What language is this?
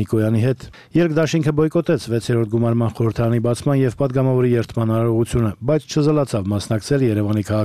Armenian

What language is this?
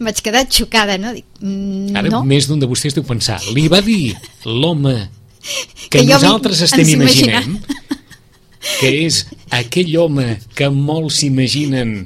Catalan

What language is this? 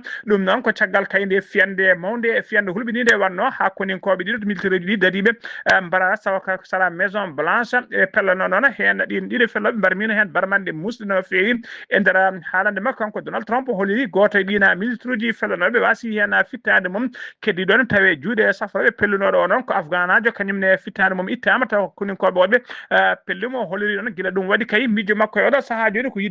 Fula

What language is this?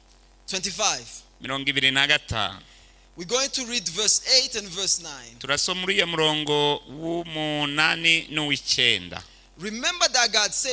Rundi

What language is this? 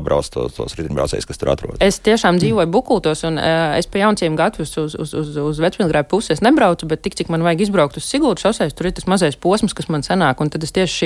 Latvian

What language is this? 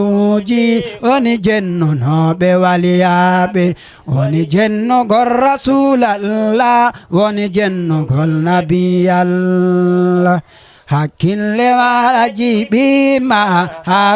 Fula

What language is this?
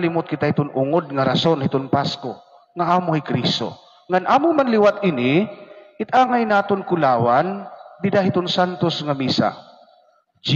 Waray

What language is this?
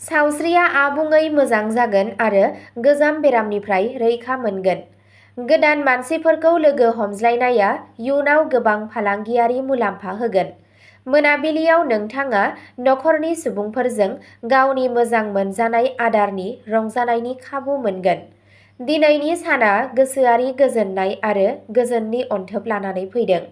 Bodo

